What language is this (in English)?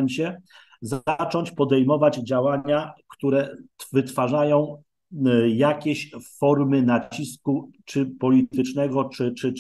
Polish